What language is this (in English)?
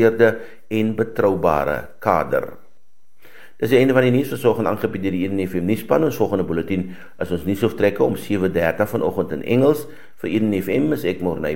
Afrikaans